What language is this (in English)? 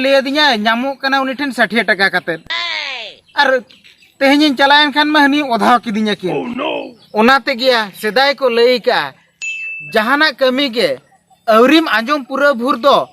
Santali